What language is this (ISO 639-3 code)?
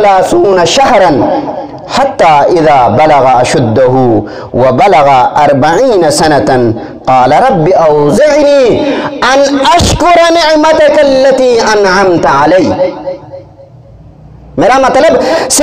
urd